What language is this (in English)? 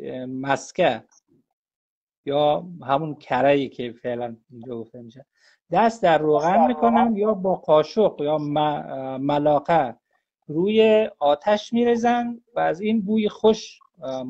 Persian